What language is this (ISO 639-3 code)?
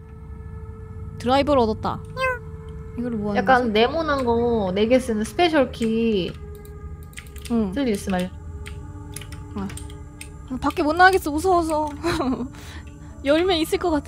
kor